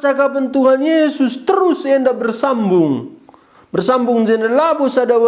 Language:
Batak Karo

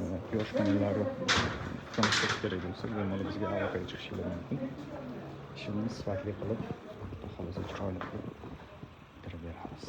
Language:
Uzbek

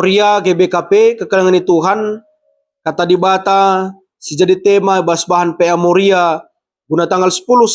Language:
Batak Karo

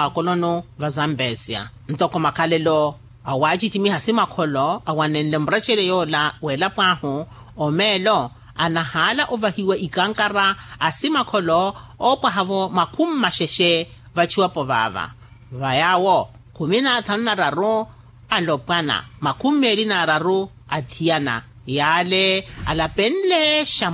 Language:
Makhuwa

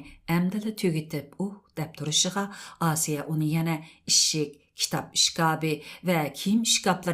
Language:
Uyghur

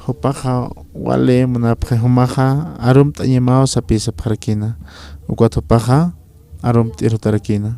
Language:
Aymara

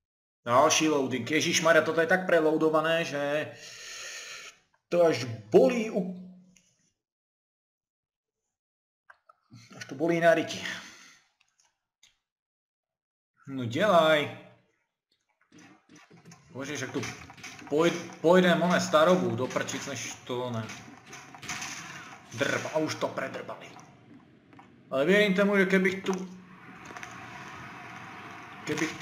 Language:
Slovak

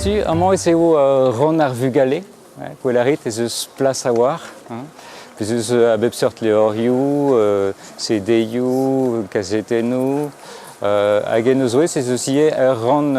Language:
Breton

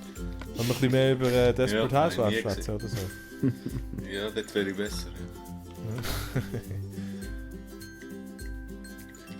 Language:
Swiss German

